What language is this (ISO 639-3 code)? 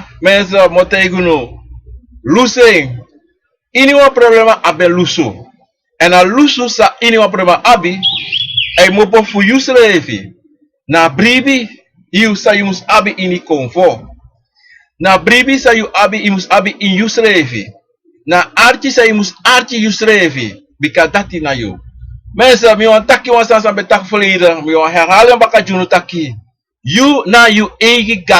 srn